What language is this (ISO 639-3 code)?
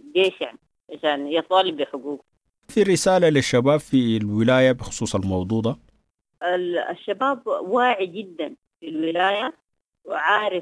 apd